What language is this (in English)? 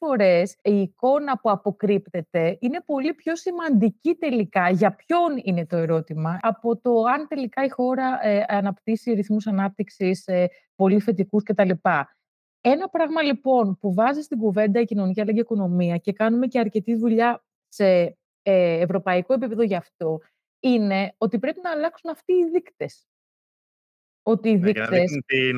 Greek